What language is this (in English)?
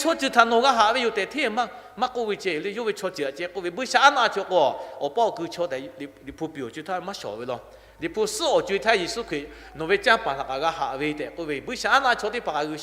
Lahu